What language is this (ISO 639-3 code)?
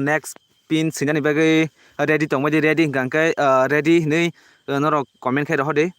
trp